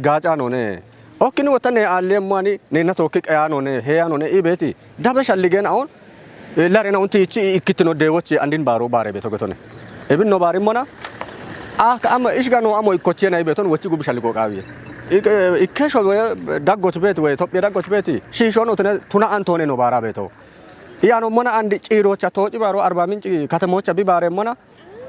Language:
Kafa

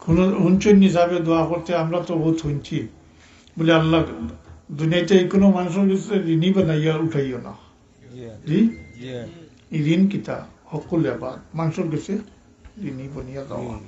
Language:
Sylheti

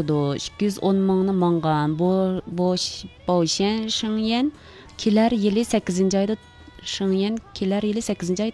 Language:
Uyghur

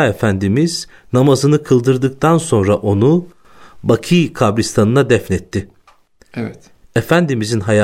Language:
Turkish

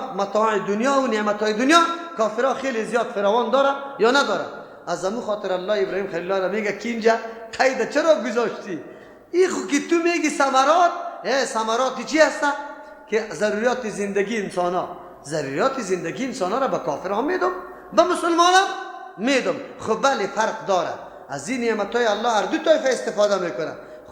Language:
Persian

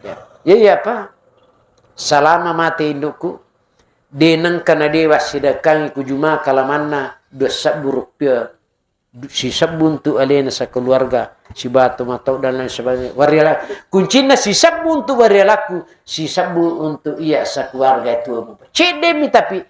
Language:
Buginese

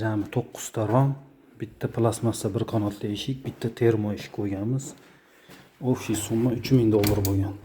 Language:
Uzbek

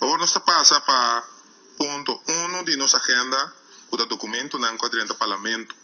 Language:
Papiamento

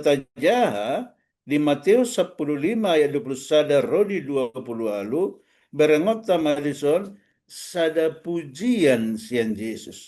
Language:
Batak Toba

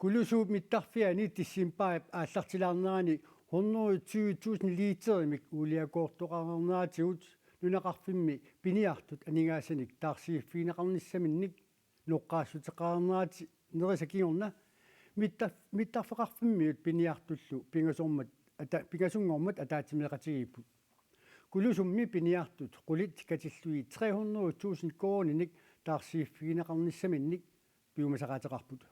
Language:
Kalaallisut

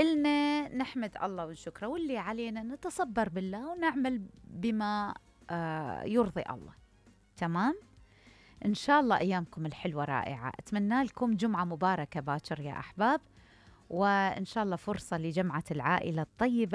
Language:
Mesopotamian Arabic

